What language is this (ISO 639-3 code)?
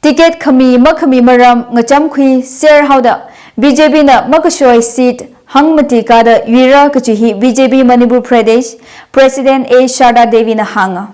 nmf